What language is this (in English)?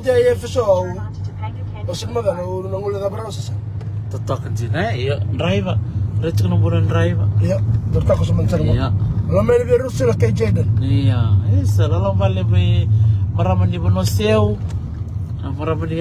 Fijian